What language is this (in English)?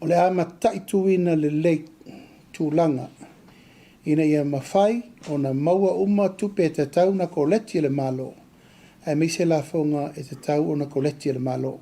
Samoan